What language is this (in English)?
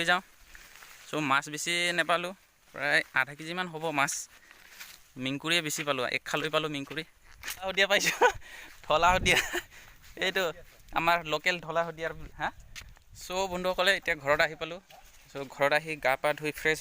Assamese